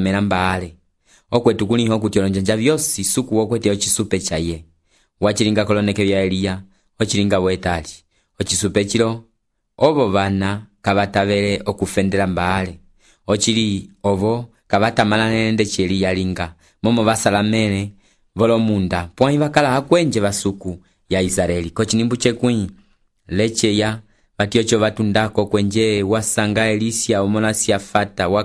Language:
Umbundu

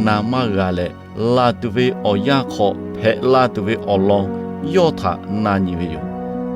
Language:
Lahu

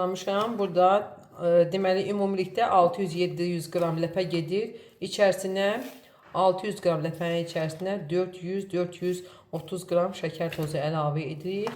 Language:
Azerbaijani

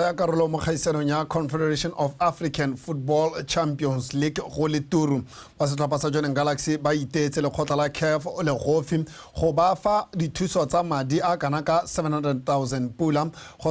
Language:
Tswana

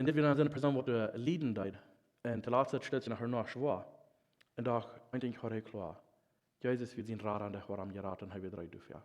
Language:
Plautdietsch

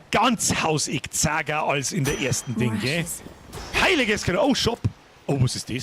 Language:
Bavarian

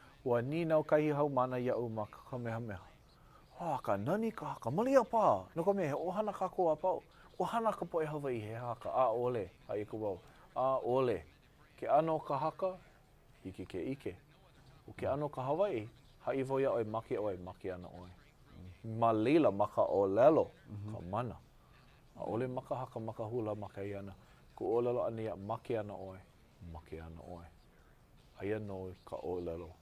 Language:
Hawaiian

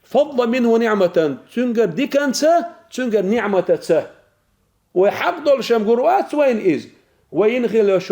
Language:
Chechen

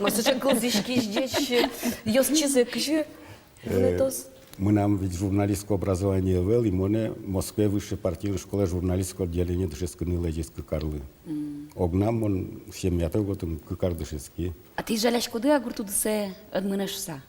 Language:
Udmurt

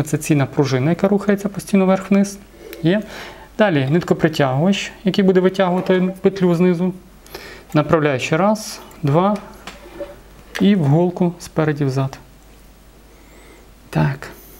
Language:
Ukrainian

